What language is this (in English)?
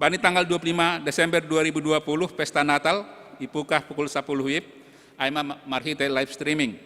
Batak Simalungun